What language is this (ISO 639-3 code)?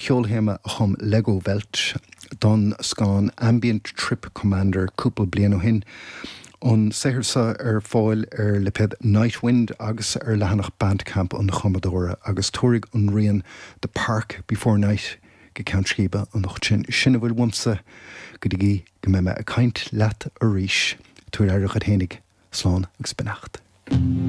gle